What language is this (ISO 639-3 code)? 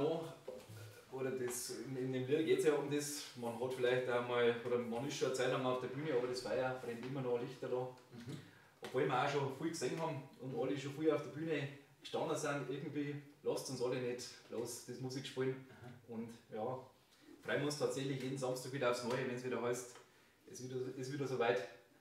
bar